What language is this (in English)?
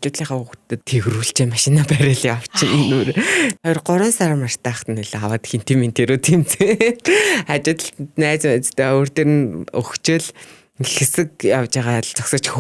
Mongolian